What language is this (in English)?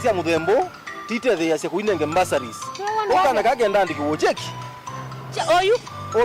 Kamba